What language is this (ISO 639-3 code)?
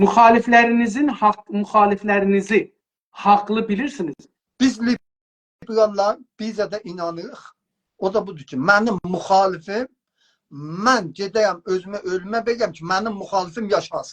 azb